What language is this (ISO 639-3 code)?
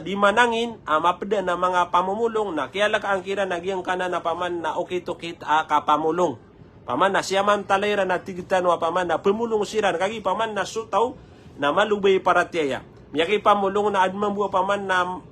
mrw